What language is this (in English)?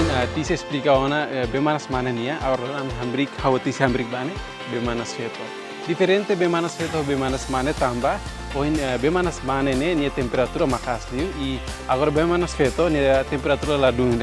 Tetum